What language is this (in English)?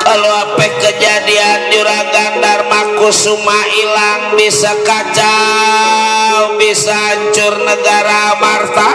Betawi